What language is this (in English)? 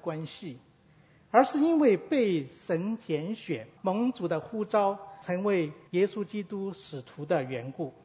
Chinese